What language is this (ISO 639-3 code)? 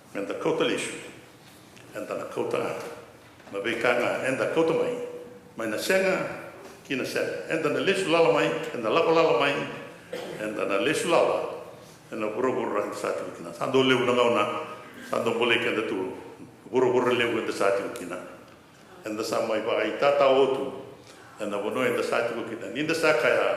fij